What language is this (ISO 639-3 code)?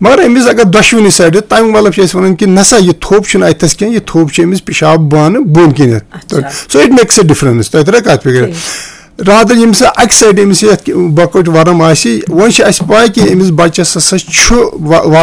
kas